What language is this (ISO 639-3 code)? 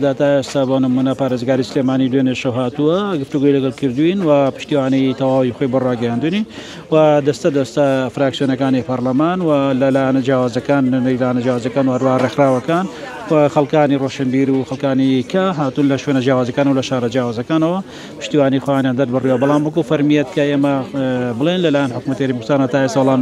ckb